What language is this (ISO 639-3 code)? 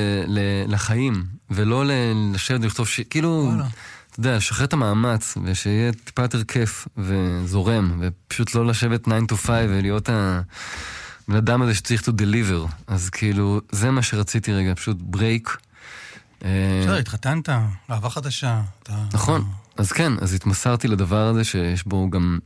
heb